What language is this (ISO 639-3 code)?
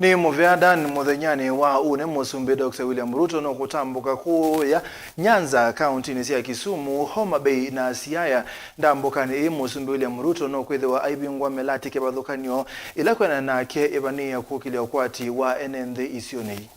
kam